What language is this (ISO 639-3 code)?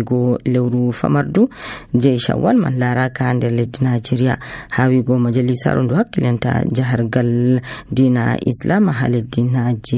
fuv